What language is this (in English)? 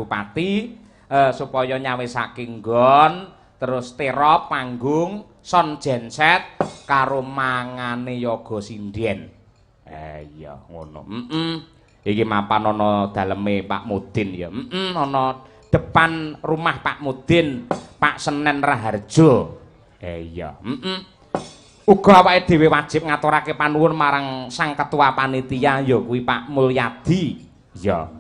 Javanese